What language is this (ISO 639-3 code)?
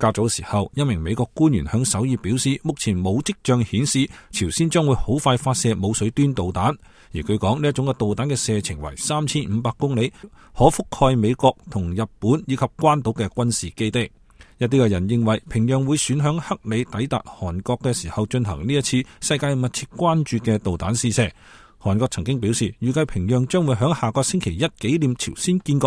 yue